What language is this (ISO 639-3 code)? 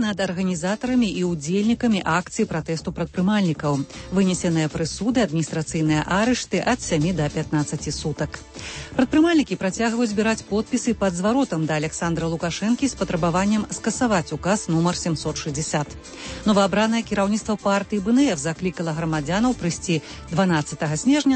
bel